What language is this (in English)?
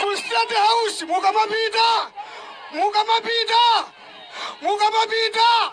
Nyanja